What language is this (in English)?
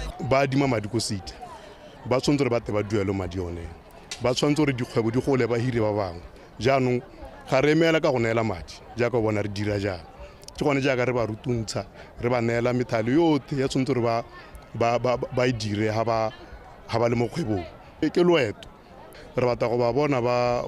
Tswana